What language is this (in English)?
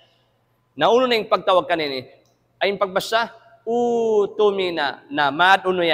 Tausug